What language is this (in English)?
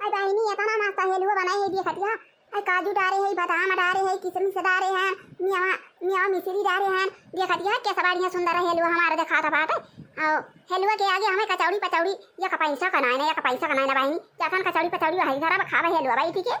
Awadhi